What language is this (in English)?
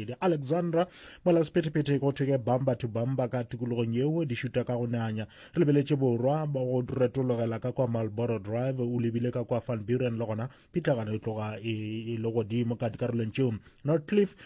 Northern Sotho